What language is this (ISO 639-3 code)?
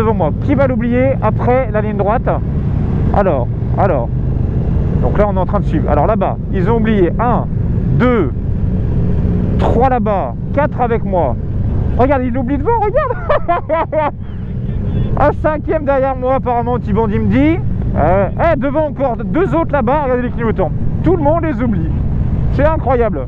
fra